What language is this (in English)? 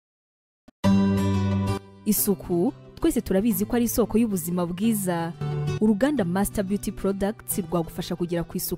Kinyarwanda